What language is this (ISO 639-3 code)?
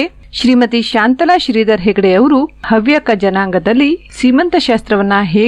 kan